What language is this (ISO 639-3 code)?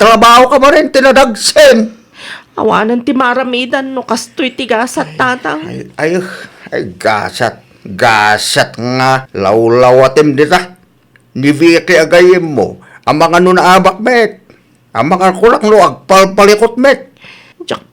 ilo